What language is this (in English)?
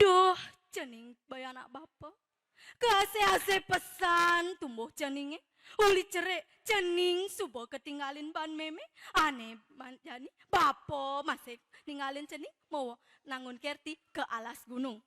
Balinese